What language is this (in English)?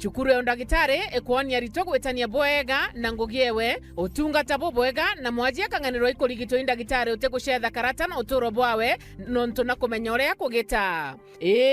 Meru